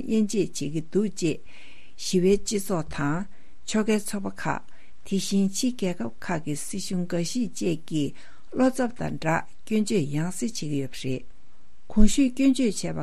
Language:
Tibetan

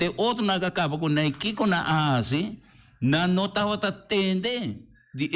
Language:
Papiamento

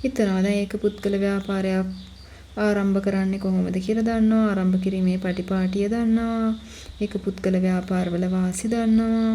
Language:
Sinhala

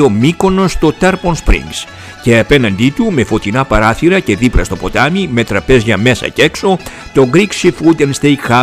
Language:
Greek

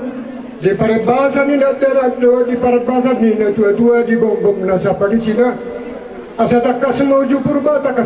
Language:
Batak Toba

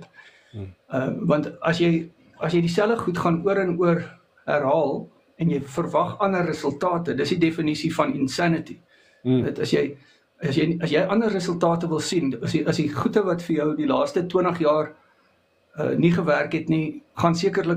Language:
Afrikaans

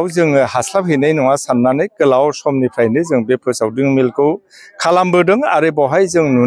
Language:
Bodo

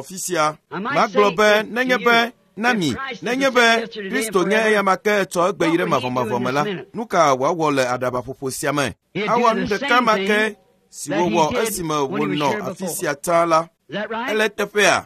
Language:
Ewe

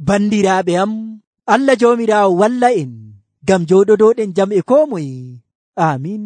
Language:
Nigerian Fulfulde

